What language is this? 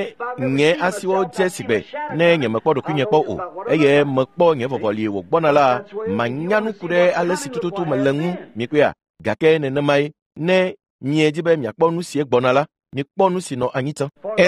Ewe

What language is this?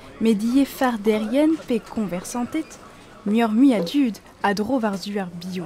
Breton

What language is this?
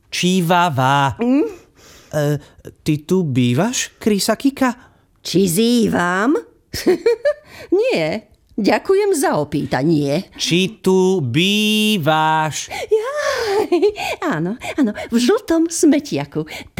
Slovak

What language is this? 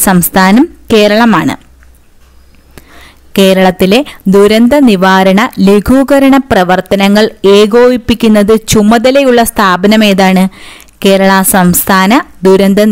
Malayalam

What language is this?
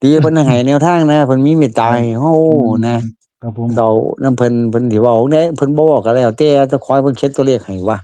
Northeastern Thai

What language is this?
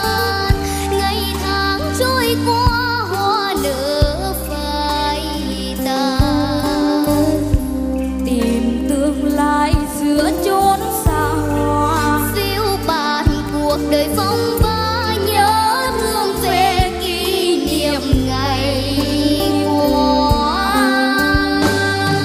Vietnamese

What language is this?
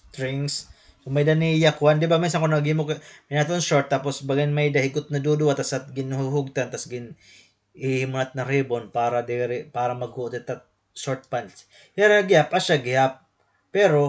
Waray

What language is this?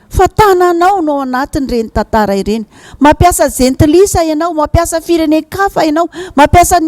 Malagasy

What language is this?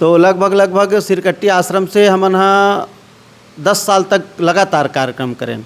Chhattisgarhi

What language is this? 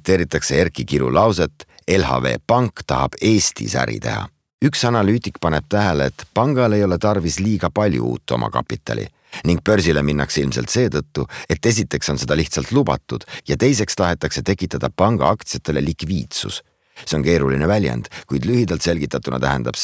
Estonian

